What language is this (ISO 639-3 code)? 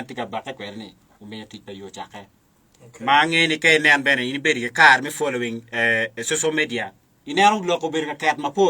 ach